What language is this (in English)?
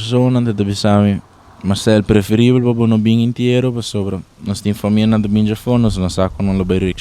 Papiamento